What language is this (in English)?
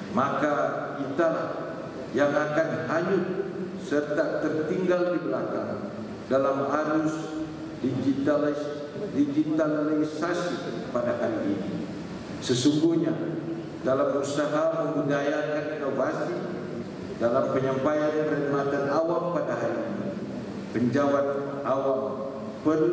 Malay